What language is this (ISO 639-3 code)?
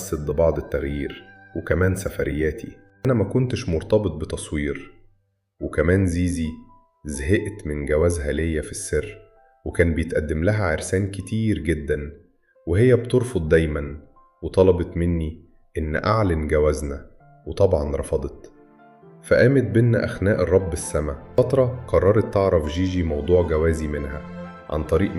arz